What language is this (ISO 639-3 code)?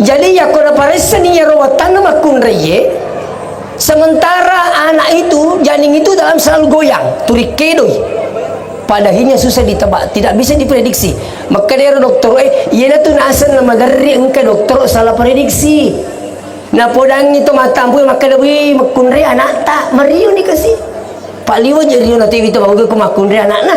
bug